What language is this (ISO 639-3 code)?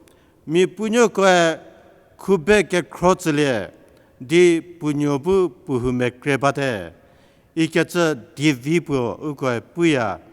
njm